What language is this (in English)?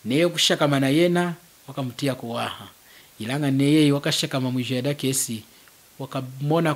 Lunda